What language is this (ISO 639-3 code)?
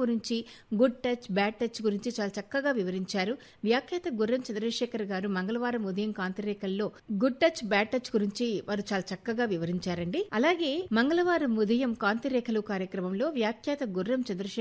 tel